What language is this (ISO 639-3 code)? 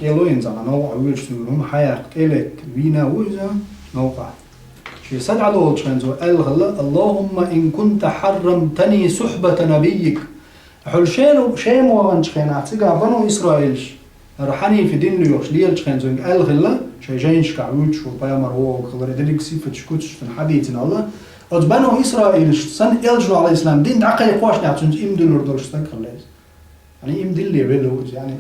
che